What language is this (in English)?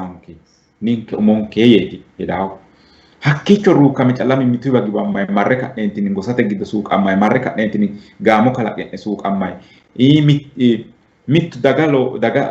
Sidamo